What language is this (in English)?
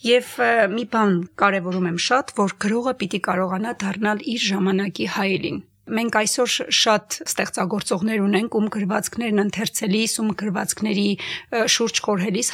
Armenian